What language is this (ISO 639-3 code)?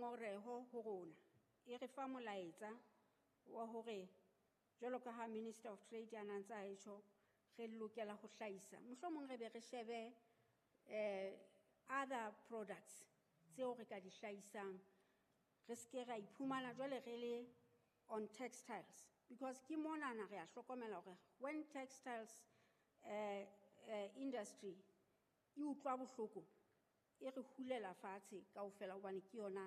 sot